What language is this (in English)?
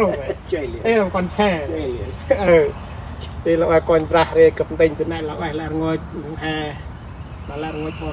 Central Mnong